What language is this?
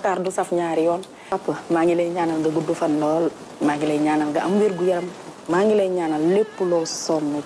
Wolof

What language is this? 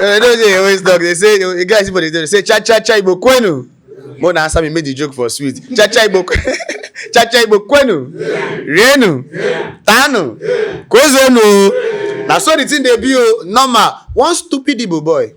Nigerian Pidgin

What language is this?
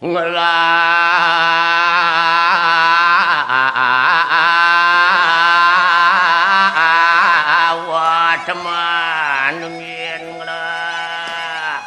Balinese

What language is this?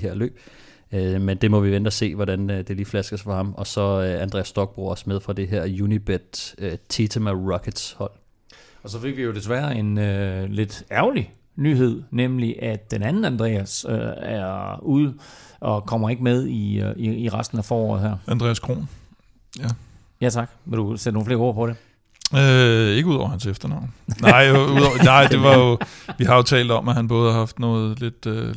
Danish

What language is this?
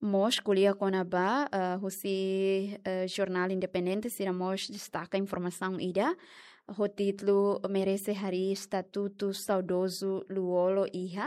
Tetum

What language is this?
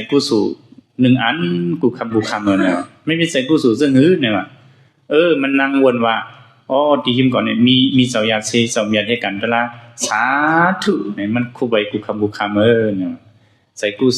Shan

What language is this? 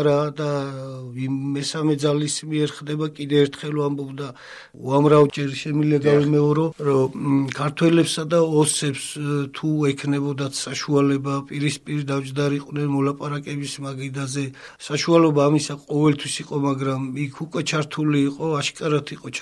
Georgian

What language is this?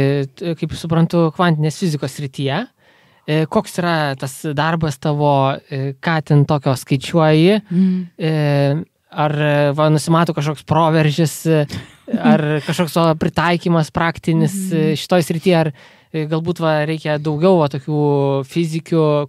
Lithuanian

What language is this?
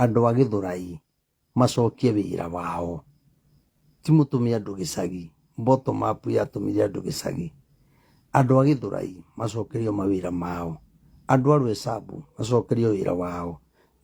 Kikuyu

